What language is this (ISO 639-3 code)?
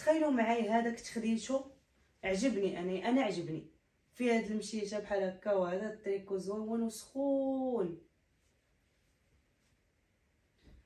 ary